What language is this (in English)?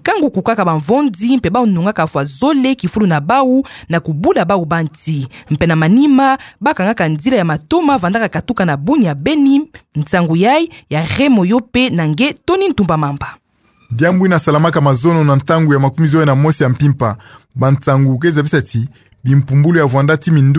Kituba (Democratic Republic of Congo)